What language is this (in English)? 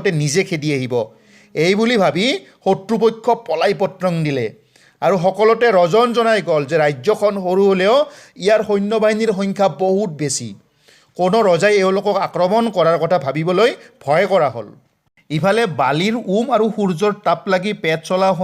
Assamese